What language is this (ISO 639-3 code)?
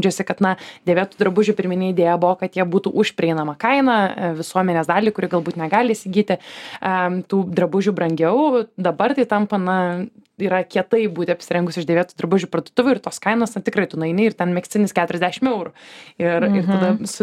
lit